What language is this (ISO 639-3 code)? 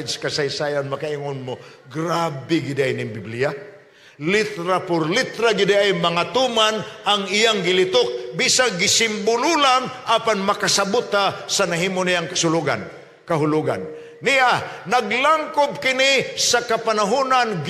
ceb